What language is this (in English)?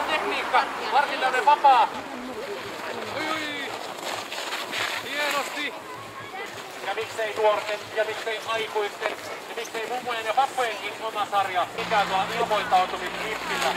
Finnish